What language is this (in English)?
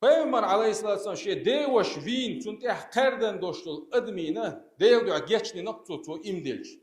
Chechen